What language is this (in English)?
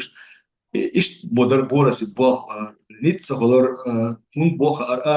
Chechen